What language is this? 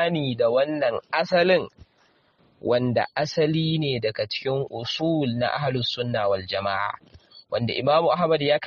Hausa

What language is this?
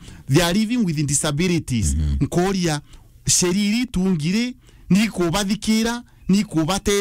Meru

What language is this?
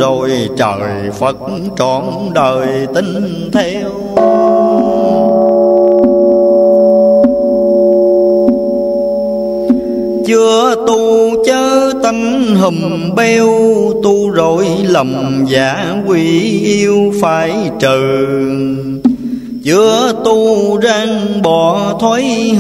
Vietnamese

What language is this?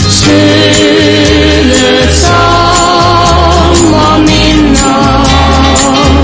Danish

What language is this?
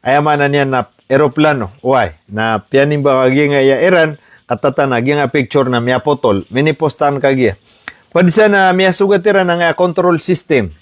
Maranao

